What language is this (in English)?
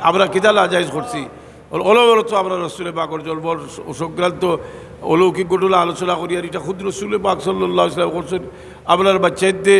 Sylheti